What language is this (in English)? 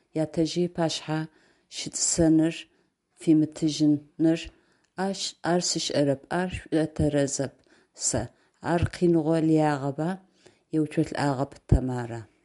Adyghe